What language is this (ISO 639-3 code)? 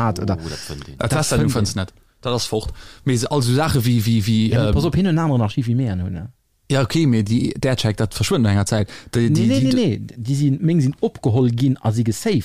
ltz